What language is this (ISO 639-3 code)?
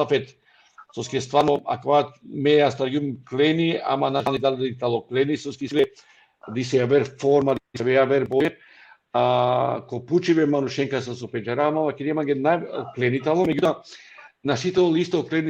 rmn